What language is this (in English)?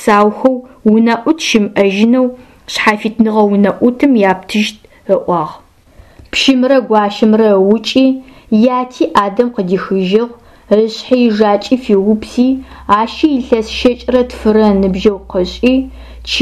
Adyghe